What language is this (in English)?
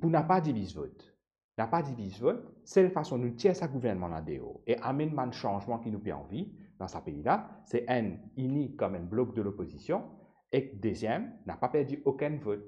Morisyen